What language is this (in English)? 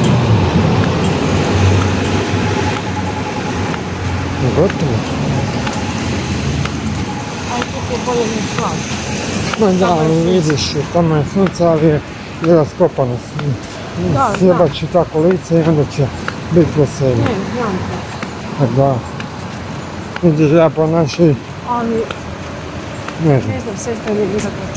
Croatian